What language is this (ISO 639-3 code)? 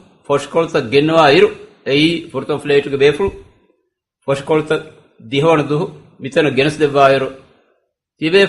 div